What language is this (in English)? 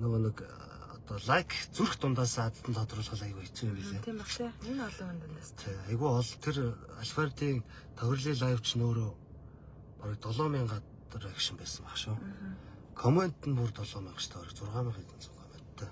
Mongolian